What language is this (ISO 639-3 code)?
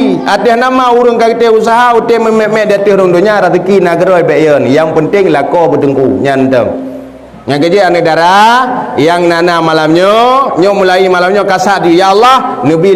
ace